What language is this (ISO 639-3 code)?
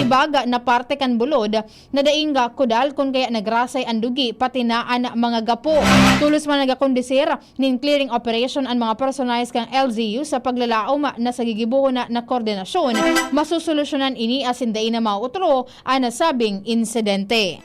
bik